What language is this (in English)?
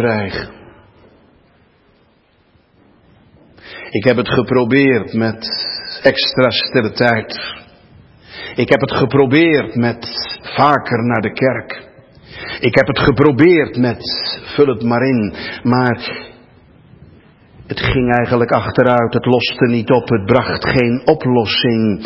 Dutch